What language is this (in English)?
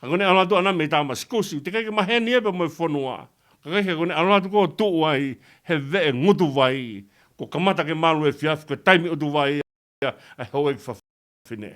Tongan